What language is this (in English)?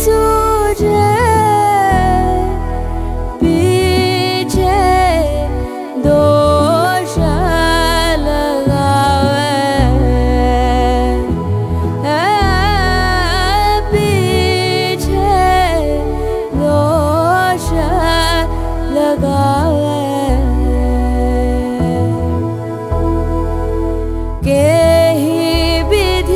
Hindi